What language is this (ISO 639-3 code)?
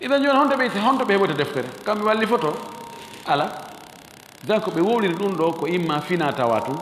ful